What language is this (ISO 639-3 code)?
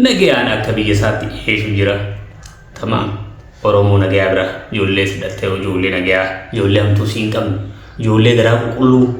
orm